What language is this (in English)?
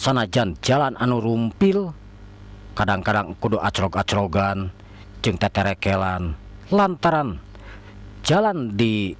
Sundanese